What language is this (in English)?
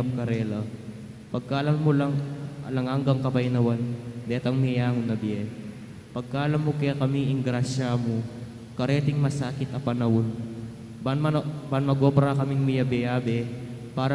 Pampanga